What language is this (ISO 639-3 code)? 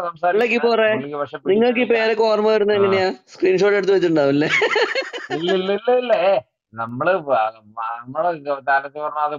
mal